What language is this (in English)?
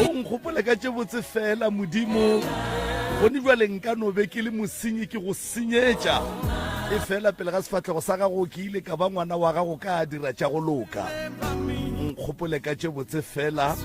Northern Sotho